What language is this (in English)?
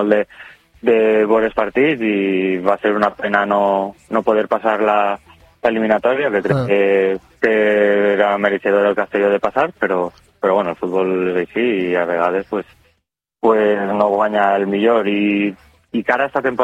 Catalan